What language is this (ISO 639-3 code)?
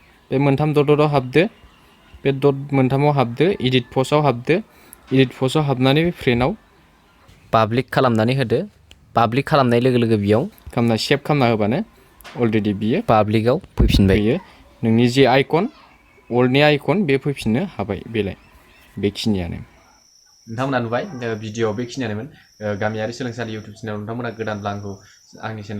brx